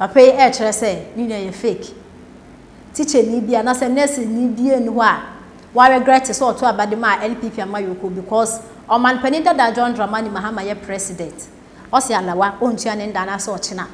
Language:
Akan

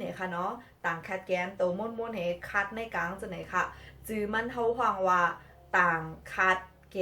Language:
Shan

